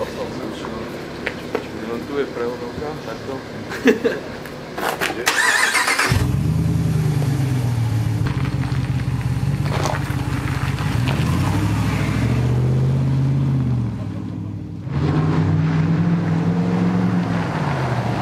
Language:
Slovak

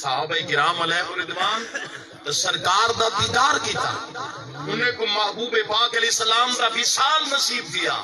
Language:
Saraiki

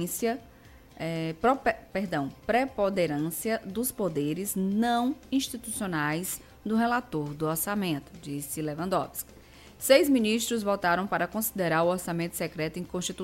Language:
Portuguese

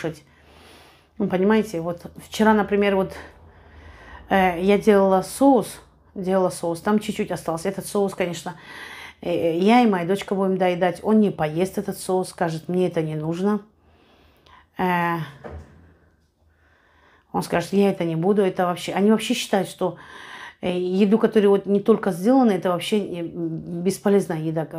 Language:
Russian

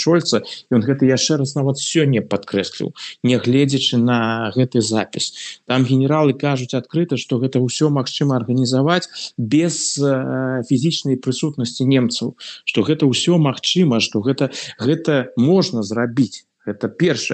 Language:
Belarusian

